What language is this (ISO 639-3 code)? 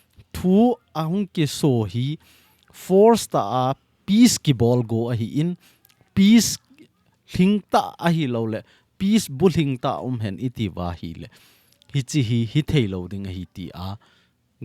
tcz